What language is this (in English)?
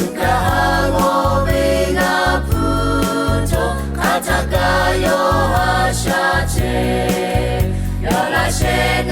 Lahu